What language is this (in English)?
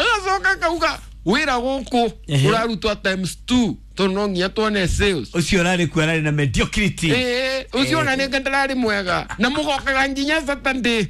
Kikuyu